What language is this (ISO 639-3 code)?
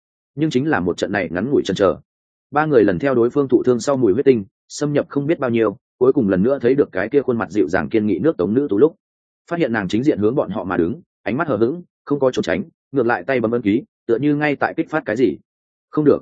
vie